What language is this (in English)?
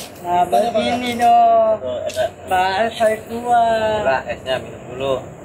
Betawi